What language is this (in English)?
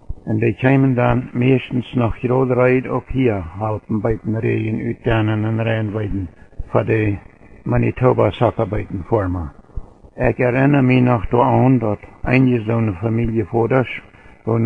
Plautdietsch